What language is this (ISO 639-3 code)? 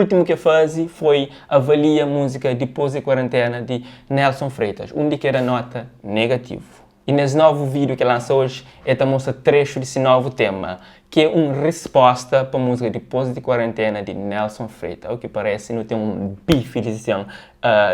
kea